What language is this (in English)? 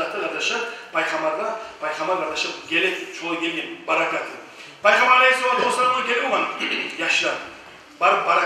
Kumyk